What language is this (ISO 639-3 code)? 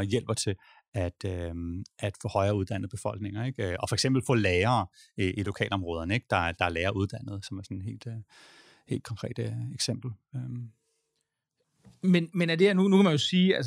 dan